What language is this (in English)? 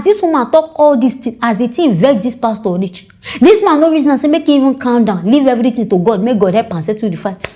Nigerian Pidgin